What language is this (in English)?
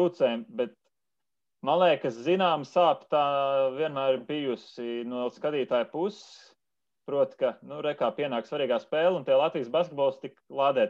Latvian